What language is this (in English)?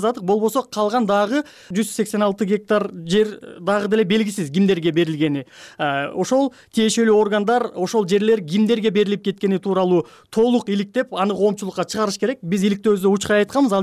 Kyrgyz